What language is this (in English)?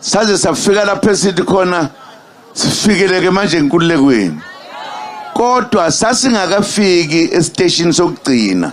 Zulu